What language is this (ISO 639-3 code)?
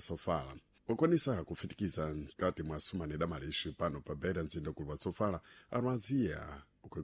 seh